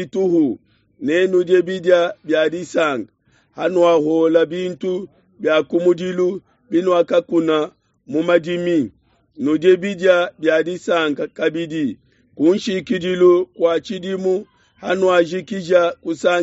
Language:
Luba-Lulua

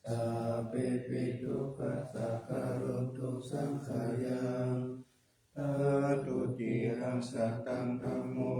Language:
Pali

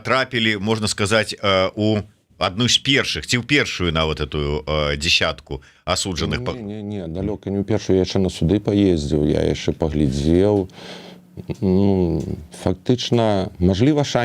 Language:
Belarusian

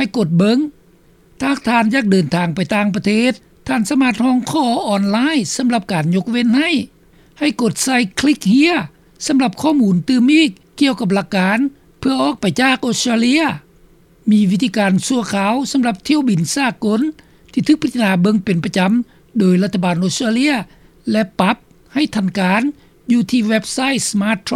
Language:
Lao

